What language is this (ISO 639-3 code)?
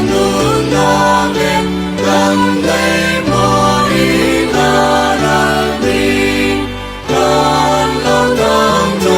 cfm